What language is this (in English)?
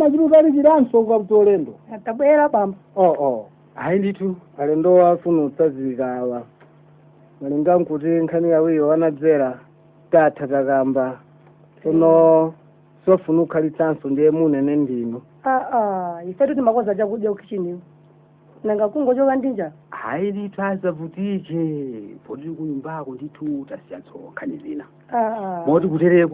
Nyanja